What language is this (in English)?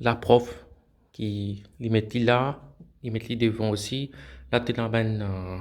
Morisyen